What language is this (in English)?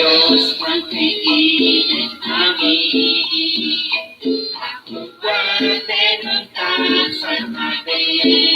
Kekchí